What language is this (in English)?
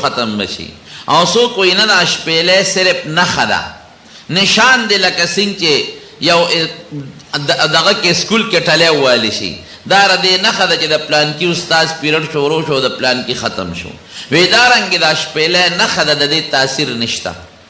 Pashto